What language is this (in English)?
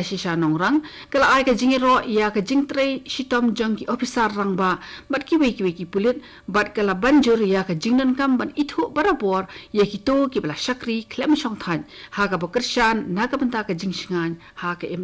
Khasi